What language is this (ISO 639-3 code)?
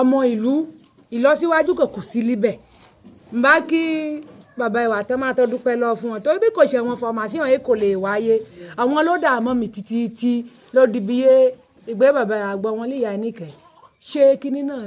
yor